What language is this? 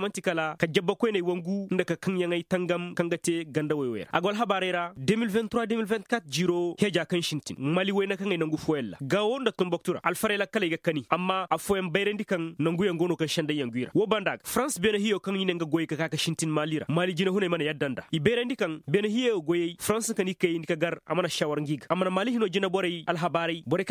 Koyraboro Senni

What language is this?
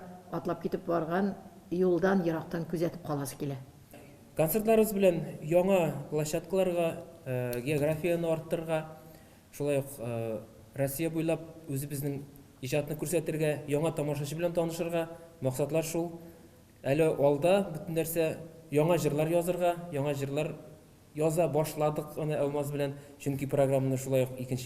Tatar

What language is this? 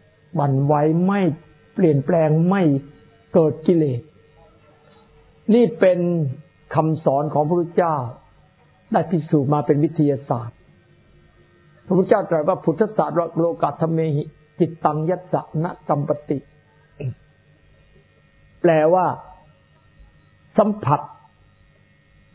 Thai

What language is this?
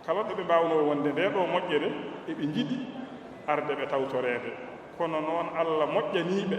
Fula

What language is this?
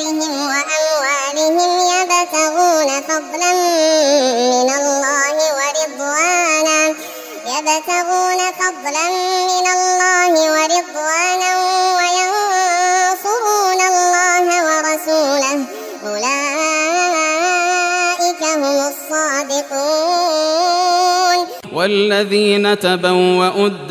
Arabic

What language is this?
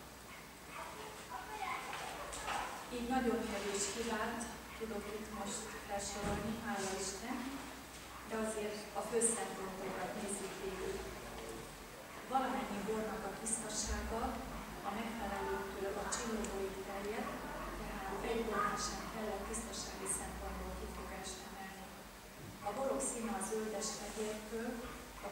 Hungarian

